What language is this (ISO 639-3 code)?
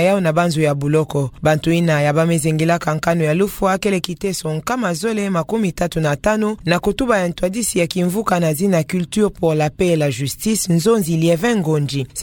ktu